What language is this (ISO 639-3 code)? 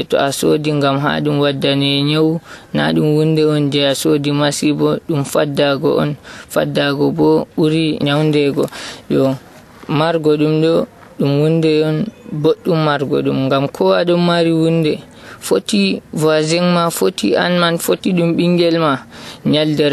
fuv